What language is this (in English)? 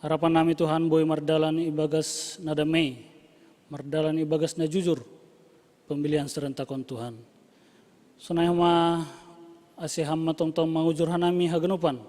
Batak Simalungun